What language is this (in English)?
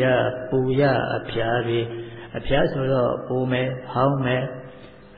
Burmese